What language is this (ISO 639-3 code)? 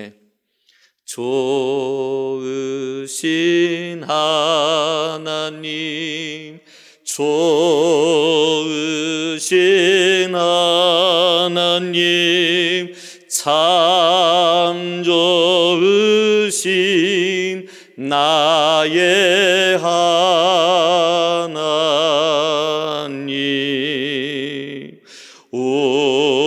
kor